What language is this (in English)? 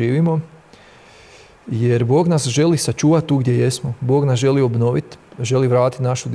Croatian